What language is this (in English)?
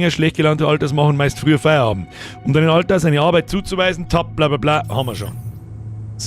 Bavarian